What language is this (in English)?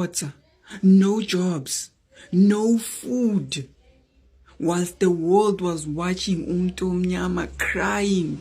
Zulu